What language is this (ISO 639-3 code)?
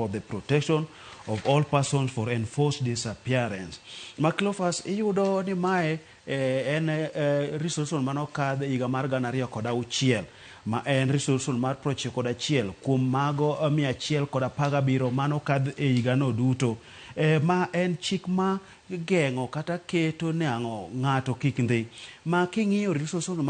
luo